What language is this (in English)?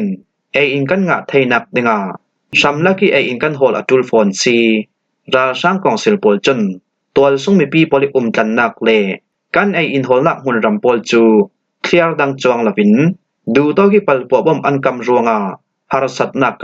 Falam Chin